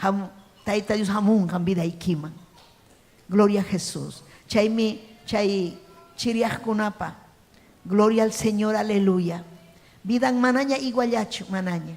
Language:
Ayacucho Quechua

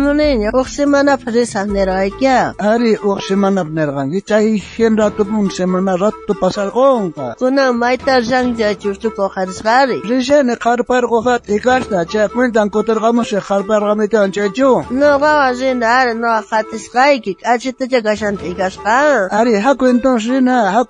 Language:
South Bolivian Quechua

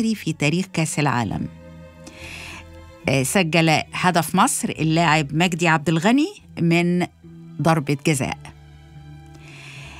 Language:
Arabic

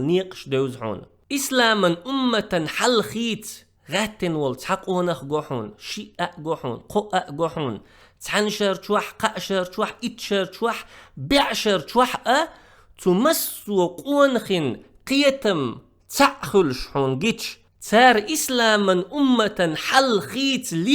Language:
Chechen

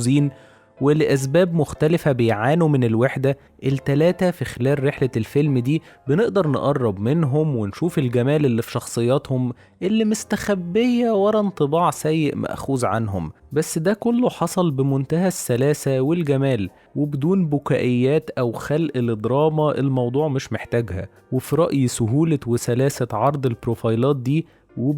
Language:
Egyptian Arabic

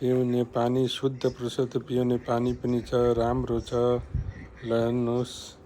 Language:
Nepali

